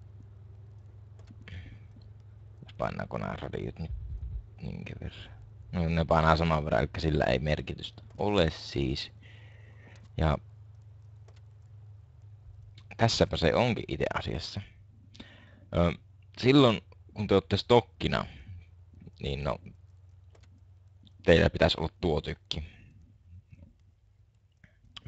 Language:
Finnish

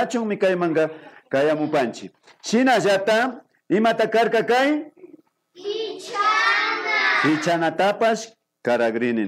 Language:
Imbabura Highland Quichua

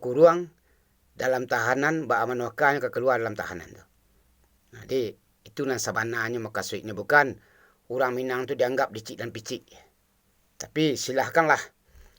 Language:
Minangkabau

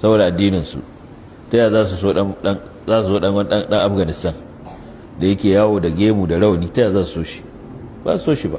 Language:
Hausa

